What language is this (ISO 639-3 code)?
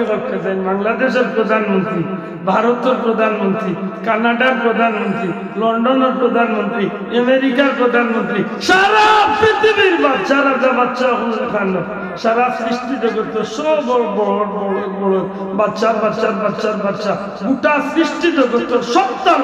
syl